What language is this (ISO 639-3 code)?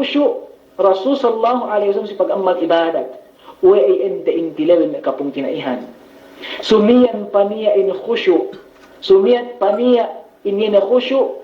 yka